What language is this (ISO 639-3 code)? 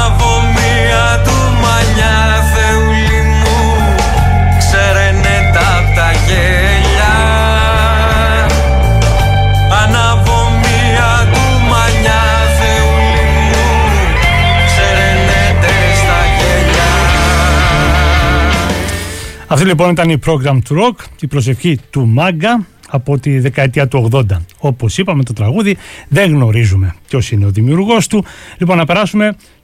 ell